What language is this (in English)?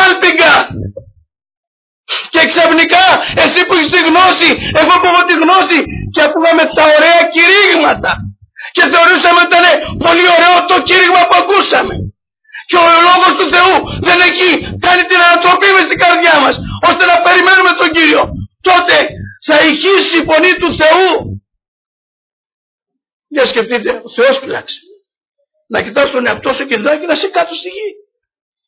Greek